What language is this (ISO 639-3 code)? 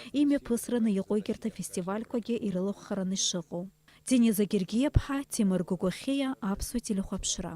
abk